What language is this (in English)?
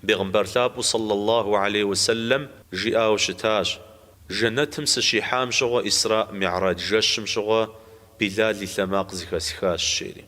Kabardian